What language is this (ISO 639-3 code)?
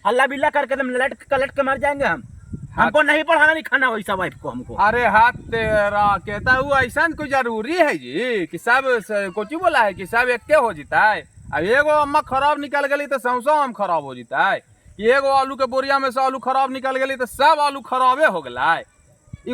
mag